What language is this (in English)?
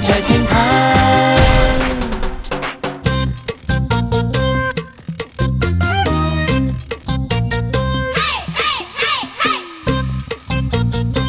Vietnamese